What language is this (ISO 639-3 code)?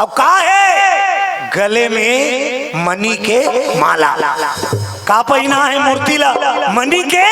hne